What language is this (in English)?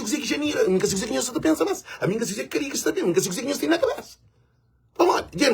Kabuverdianu